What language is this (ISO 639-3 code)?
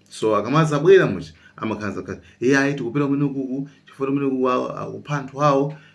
nya